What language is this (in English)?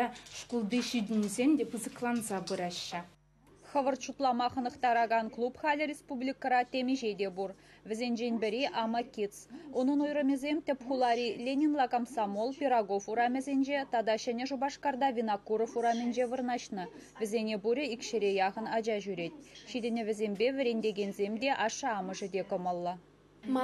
Chuvash